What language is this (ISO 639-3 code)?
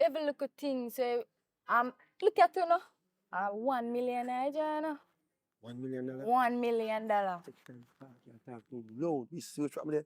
jam